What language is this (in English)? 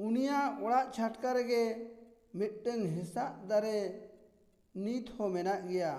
Santali